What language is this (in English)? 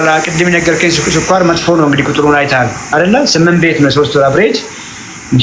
Amharic